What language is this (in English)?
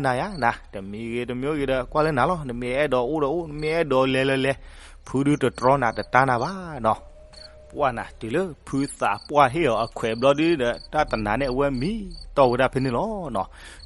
S'gaw Karen